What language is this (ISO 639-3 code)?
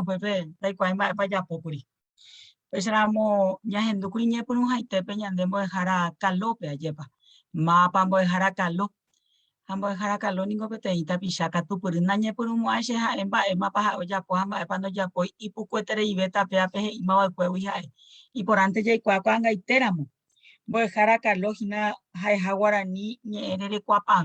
grn